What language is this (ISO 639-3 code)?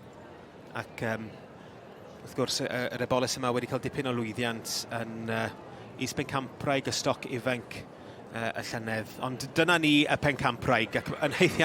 cym